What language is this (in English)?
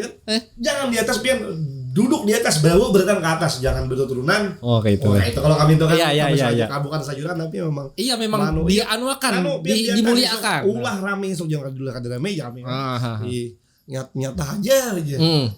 Banjar